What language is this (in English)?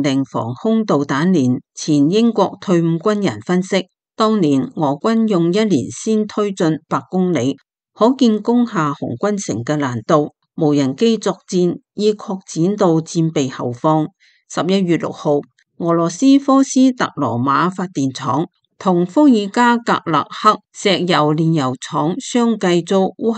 Cantonese